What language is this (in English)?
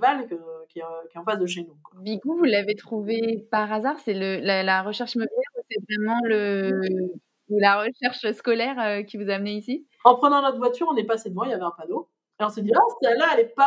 French